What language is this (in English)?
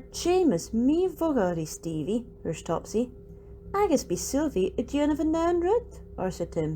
Scottish Gaelic